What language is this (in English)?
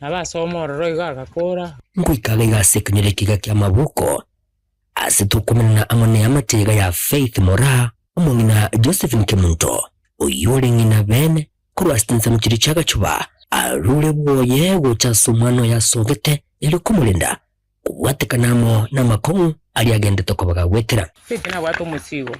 Gusii